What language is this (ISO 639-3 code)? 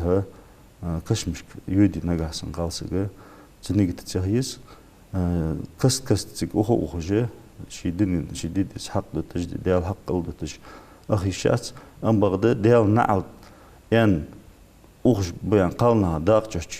inh